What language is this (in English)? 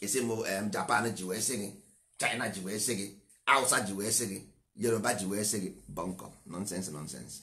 Igbo